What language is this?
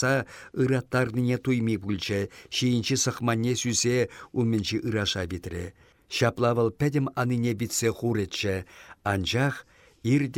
Chuvash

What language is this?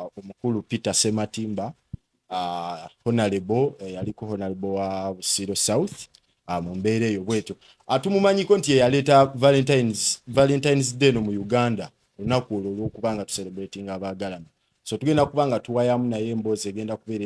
Ganda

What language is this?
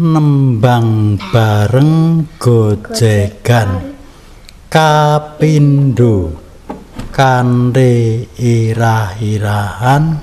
Javanese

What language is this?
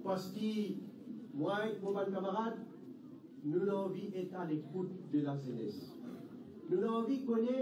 Morisyen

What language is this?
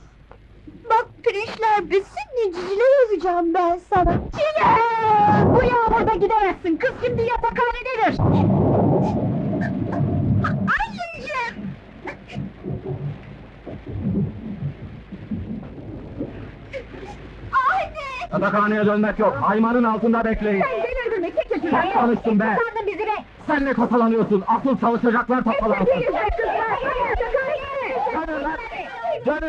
Turkish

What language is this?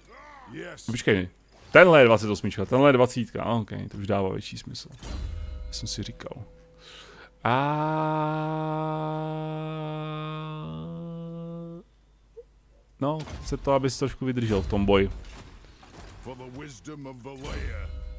Czech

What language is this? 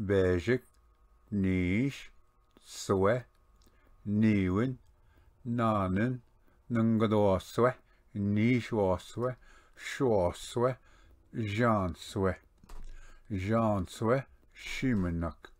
Ojibwa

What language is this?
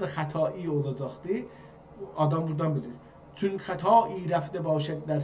South Azerbaijani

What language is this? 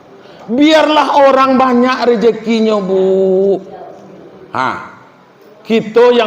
Minangkabau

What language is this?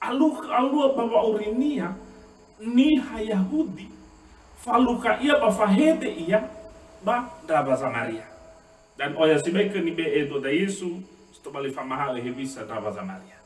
Nias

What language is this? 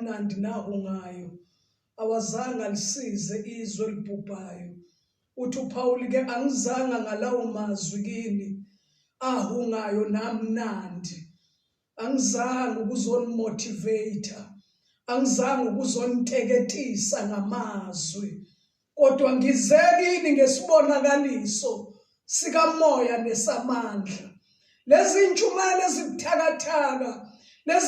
Zulu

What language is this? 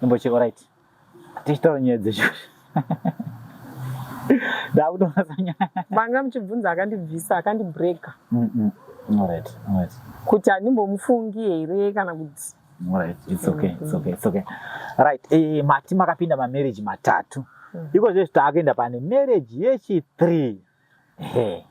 Shona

